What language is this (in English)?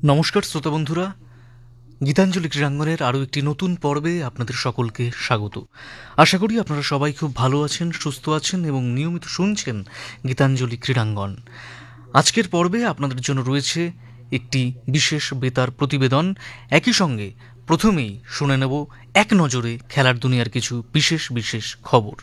Bangla